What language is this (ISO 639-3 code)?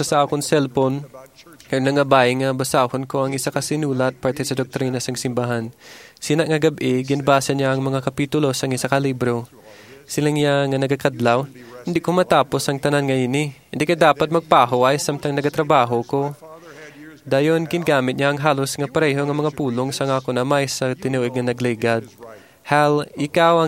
hil